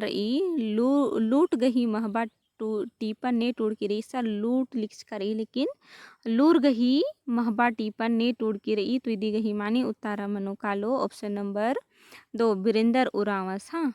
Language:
Kurukh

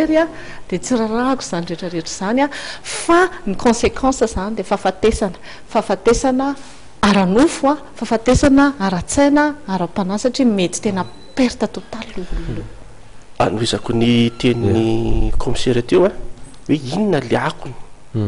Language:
Malagasy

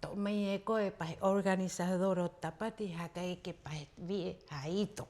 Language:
Rapanui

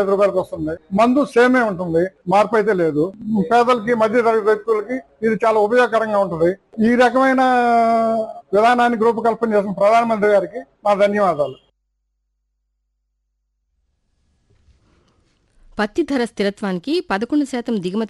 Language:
Telugu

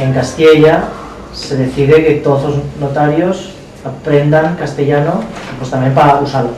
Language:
Aragonese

